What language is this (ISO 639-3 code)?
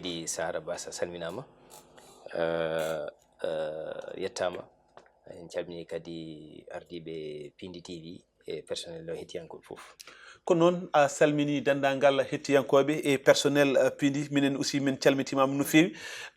ful